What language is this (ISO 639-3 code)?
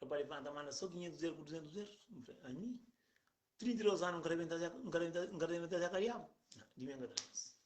kea